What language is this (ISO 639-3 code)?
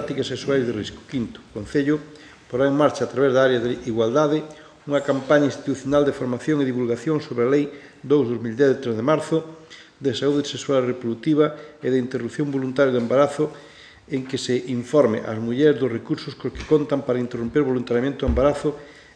glg